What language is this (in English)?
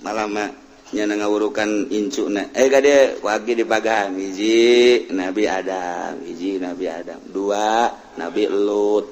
Sundanese